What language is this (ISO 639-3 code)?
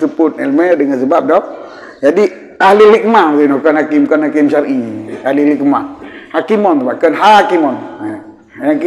ace